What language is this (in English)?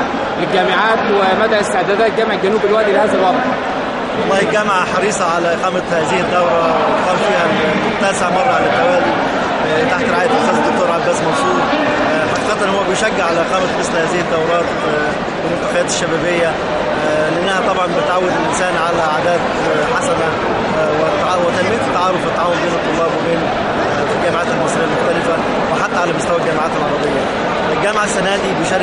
Egyptian Arabic